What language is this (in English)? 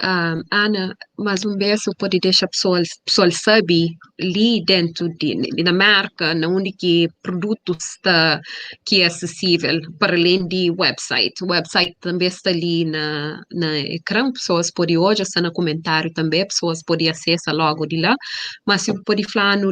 Kabuverdianu